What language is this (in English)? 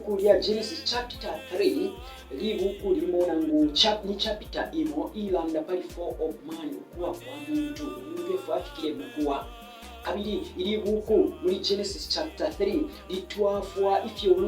Bemba